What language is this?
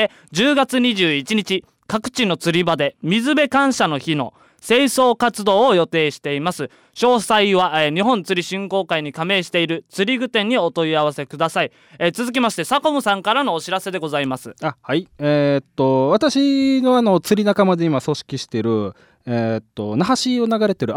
Japanese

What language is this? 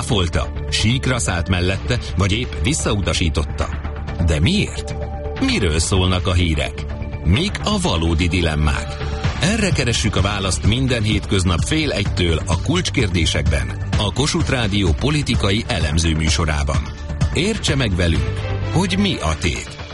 Hungarian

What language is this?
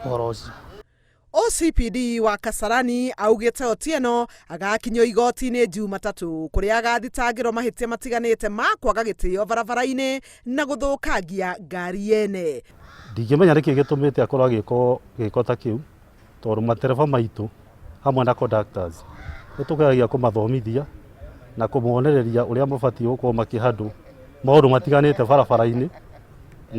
Kikuyu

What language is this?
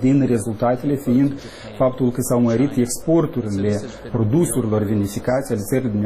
Romanian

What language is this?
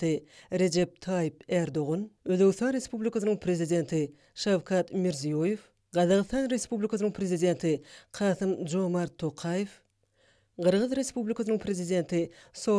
Turkmen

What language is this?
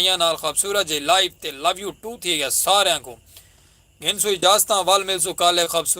Saraiki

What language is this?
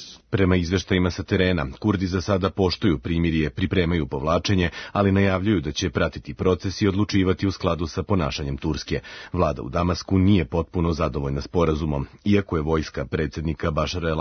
Serbian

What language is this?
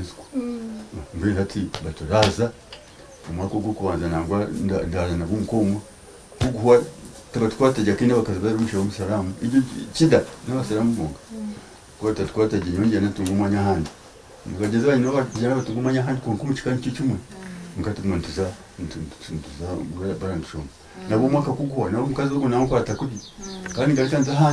Nyankole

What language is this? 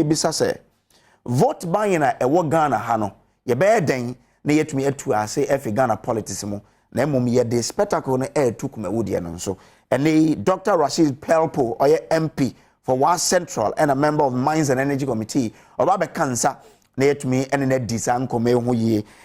Akan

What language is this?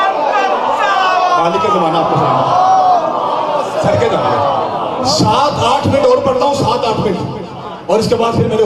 Urdu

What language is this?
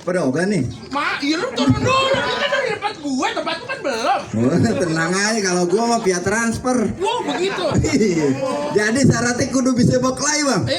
Betawi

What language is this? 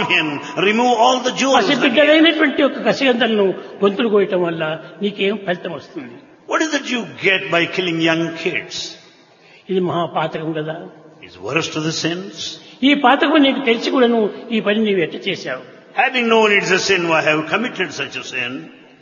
Telugu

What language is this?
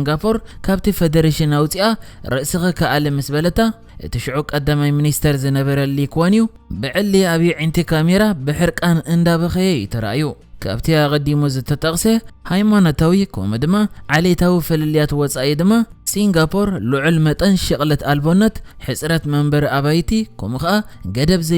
Tigrinya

